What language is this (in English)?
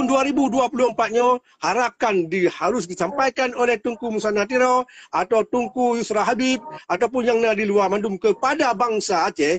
Achinese